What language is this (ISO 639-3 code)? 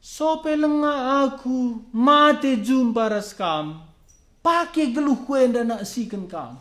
btx